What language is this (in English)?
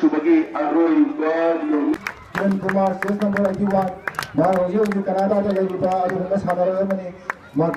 Manipuri